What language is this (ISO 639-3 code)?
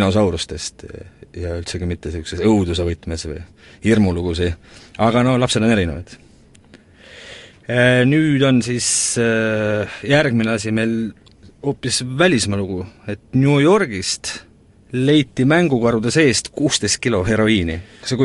est